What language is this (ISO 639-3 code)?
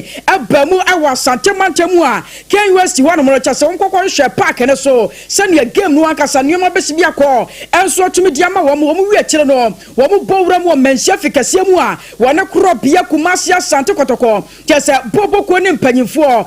aka